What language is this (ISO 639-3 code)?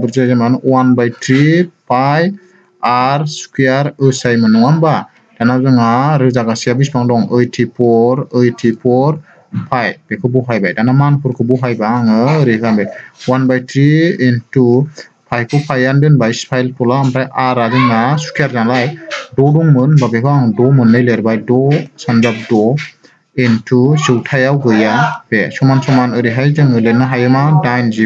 brx